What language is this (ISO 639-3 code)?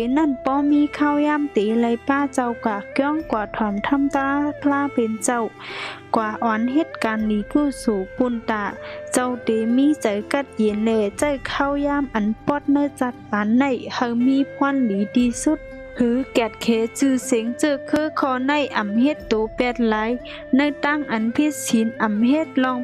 shn